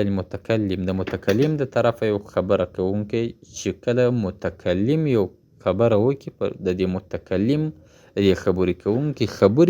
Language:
Pashto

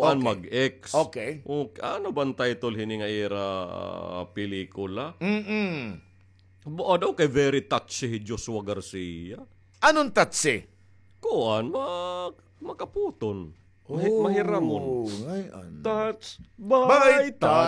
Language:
Waray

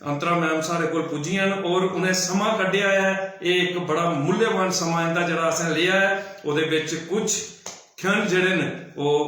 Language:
Dogri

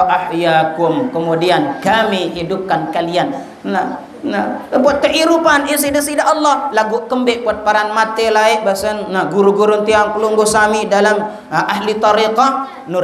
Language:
Sasak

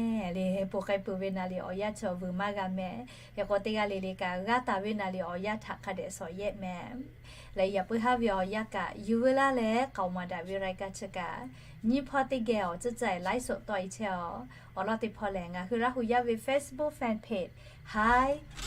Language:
Lahu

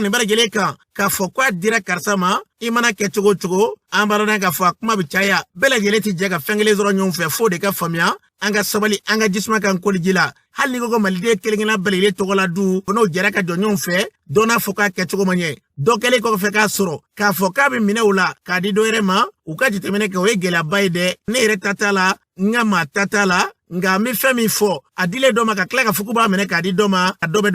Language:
Bambara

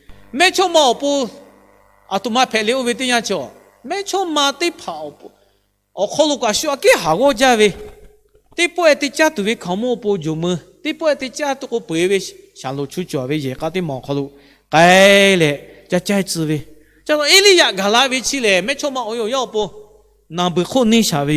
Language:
Lahu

